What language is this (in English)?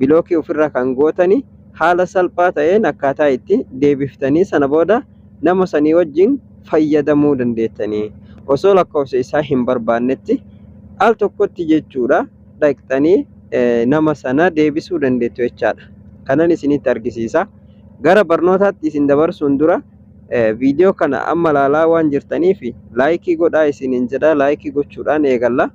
Oromo